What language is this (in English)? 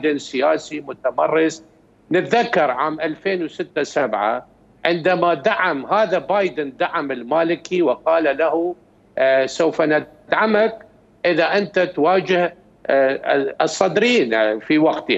Mesopotamian Arabic